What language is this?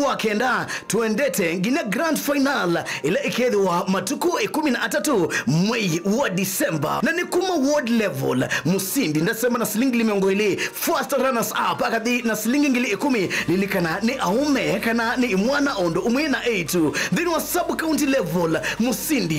Kamba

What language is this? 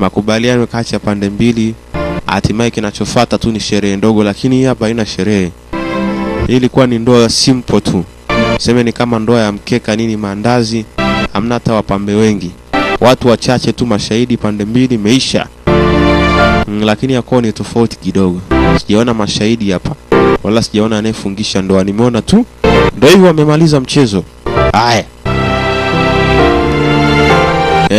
Swahili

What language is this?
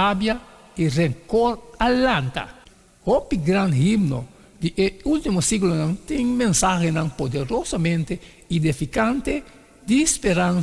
Papiamento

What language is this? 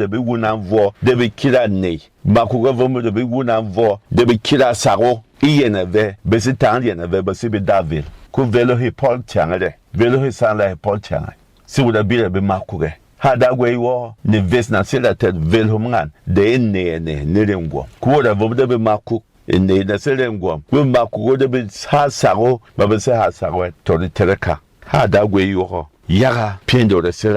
Berom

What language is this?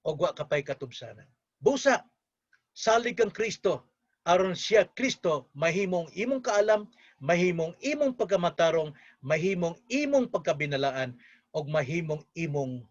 Cebuano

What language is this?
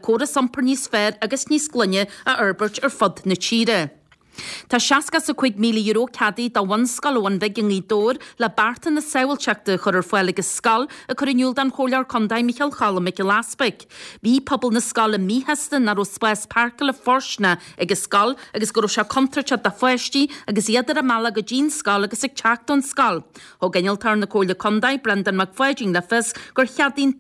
Irish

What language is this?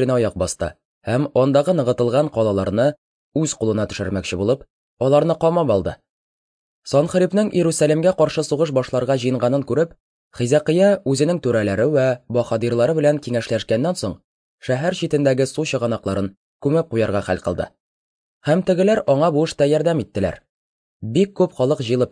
Tatar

